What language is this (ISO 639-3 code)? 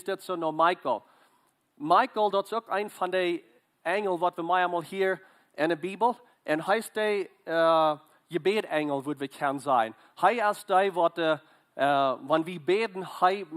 pdt